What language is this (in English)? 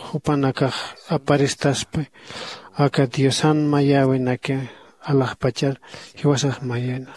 Aymara